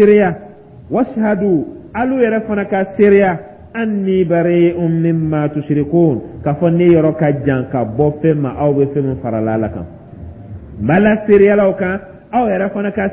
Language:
Dyula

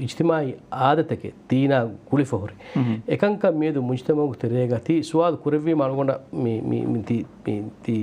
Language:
Divehi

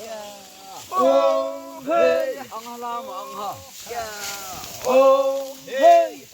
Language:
Naga Pidgin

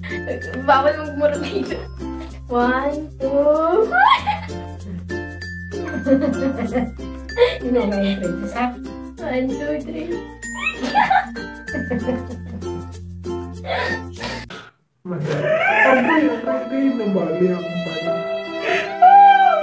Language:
Filipino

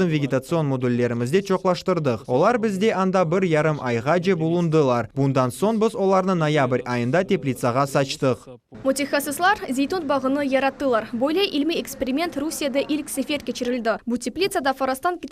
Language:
Crimean Tatar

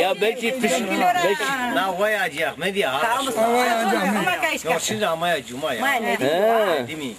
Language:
Zaza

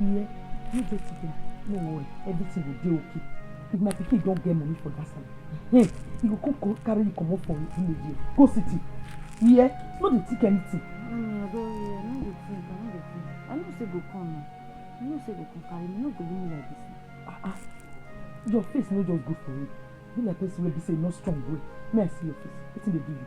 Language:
Nigerian Pidgin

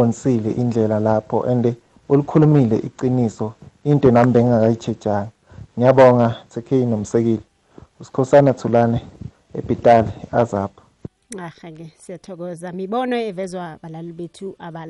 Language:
South Ndebele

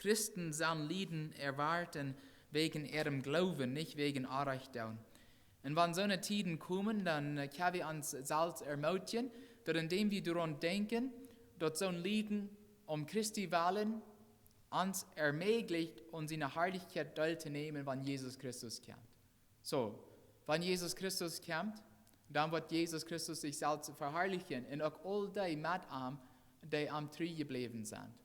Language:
Plautdietsch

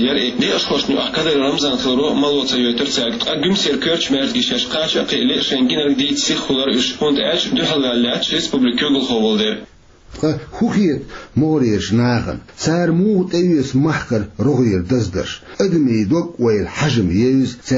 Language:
Chechen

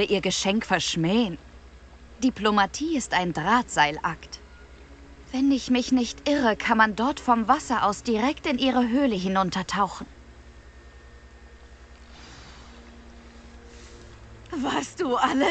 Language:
German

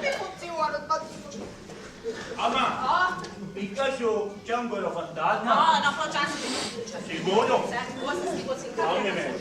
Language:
Sicilian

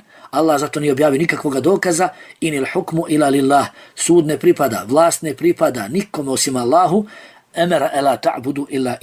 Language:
Bosnian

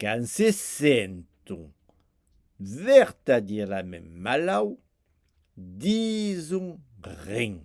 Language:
Occitan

